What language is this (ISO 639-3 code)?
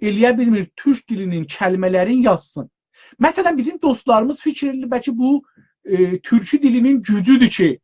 azb